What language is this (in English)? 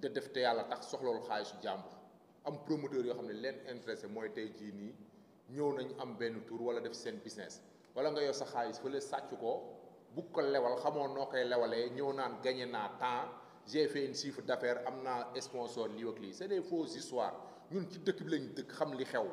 Wolof